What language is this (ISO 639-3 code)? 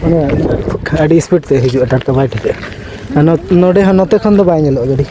sat